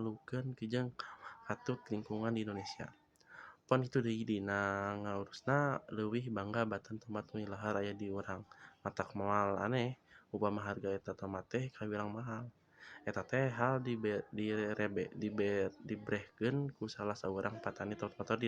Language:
Sundanese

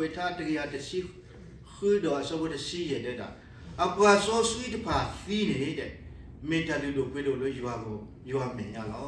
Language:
S'gaw Karen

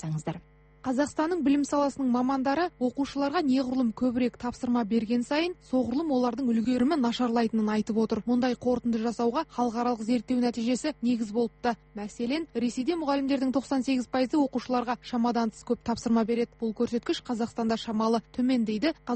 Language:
Kazakh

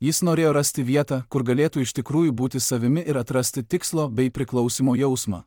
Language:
Lithuanian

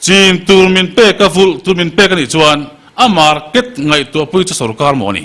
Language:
Mizo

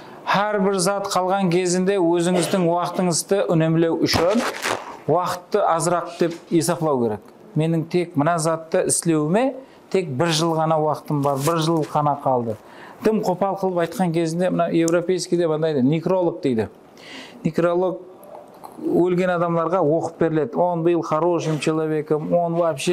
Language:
Kara-Kalpak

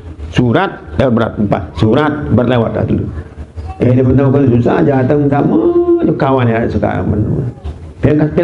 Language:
Sasak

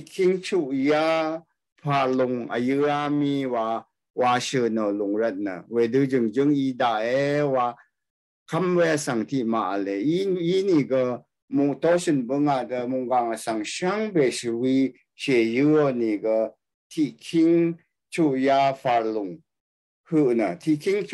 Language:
Rawang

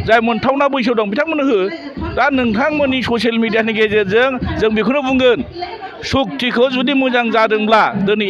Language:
Bodo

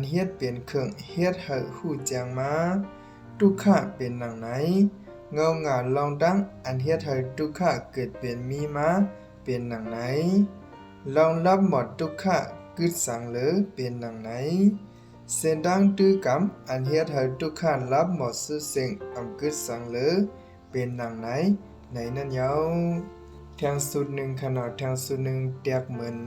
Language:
Shan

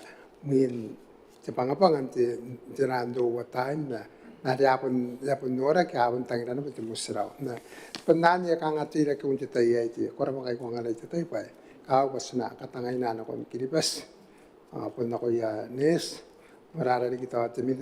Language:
Gilbertese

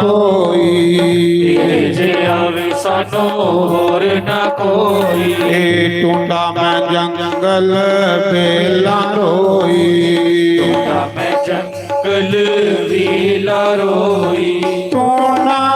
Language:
Dogri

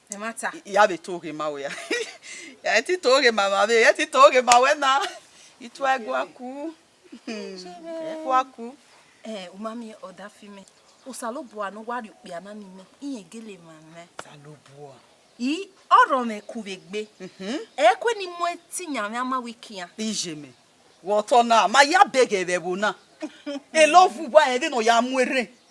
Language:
Bini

